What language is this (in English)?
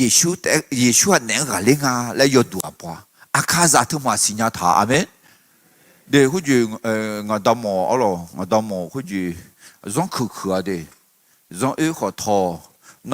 Akha